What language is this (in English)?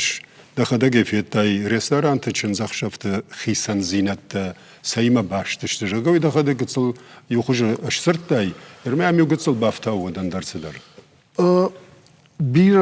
Ossetic